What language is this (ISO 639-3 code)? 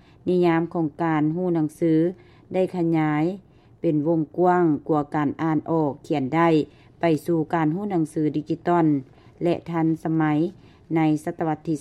lao